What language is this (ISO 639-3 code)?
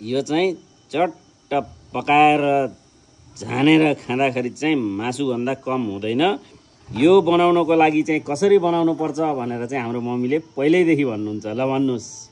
nep